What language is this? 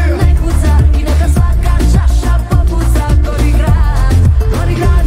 Croatian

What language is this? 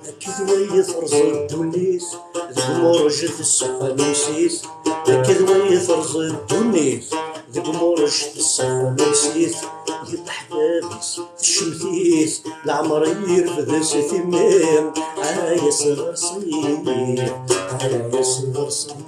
Kabyle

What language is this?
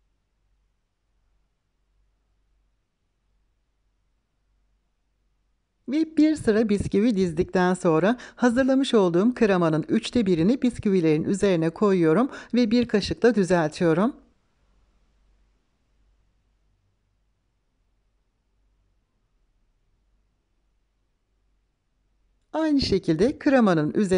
Turkish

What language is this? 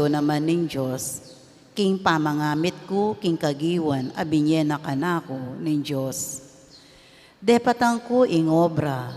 Pampanga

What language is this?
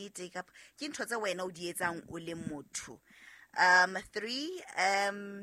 Southern Sotho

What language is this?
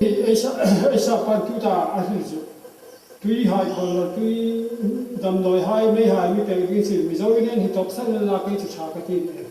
Hmar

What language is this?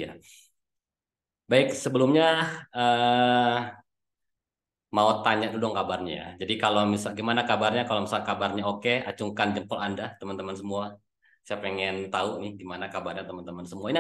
Indonesian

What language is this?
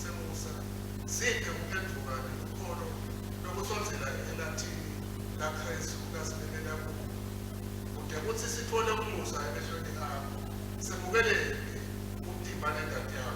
Swati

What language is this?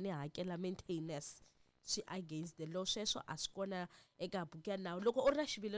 Tsonga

